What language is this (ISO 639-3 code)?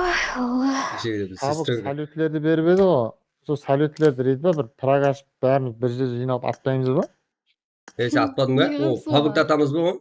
kaa